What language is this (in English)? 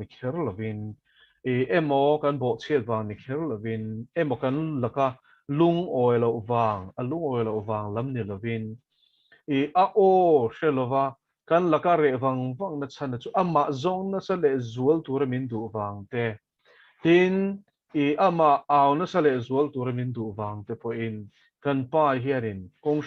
Mizo